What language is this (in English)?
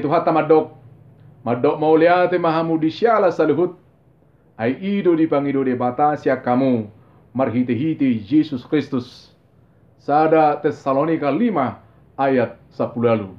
Batak Toba